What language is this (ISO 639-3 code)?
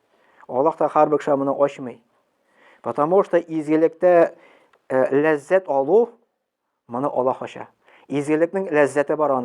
tat